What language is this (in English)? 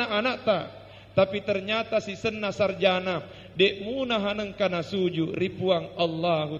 Buginese